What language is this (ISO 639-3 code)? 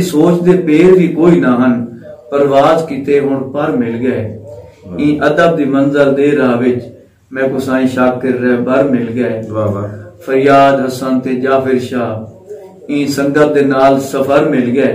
skr